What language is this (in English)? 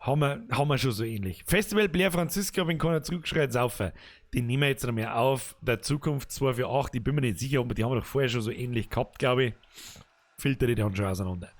Bavarian